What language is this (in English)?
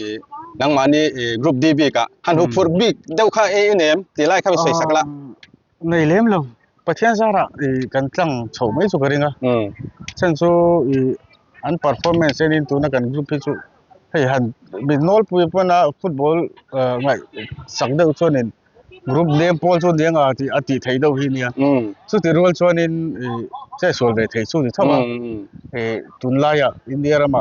Mizo